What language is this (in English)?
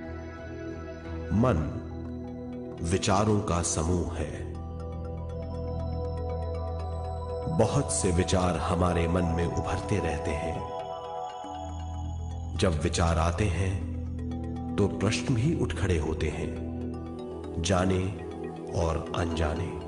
Hindi